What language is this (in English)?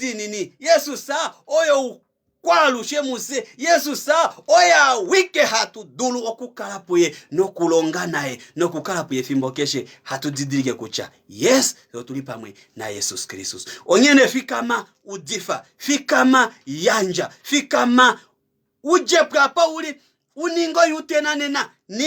Kuanyama